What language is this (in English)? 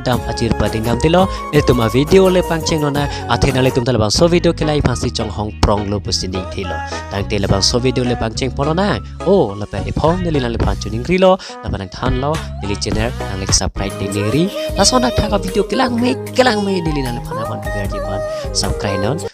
Karbi